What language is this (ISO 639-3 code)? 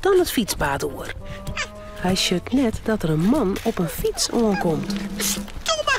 fry